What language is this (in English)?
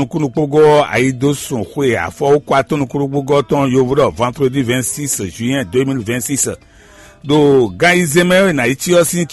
Fon